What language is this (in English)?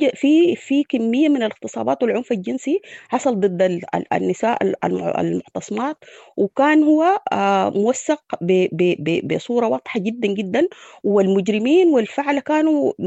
Sudanese Arabic